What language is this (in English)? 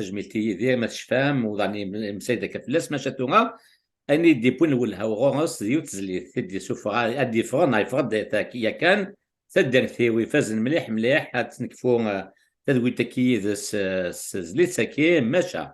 Kabyle